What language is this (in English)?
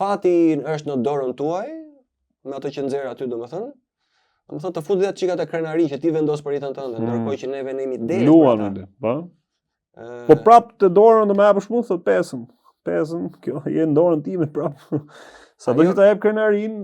Albanian